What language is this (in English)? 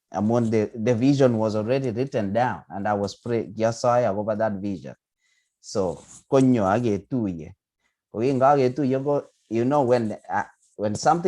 Kalenjin